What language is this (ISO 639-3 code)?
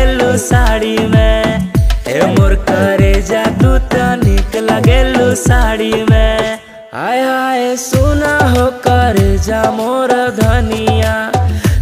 bho